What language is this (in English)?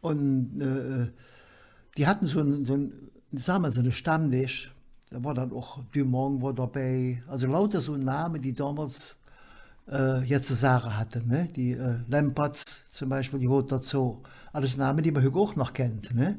Colognian